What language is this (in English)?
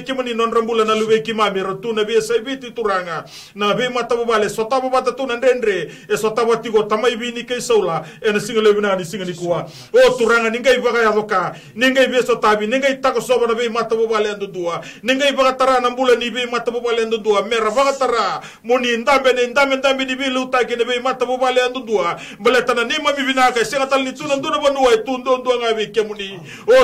Fijian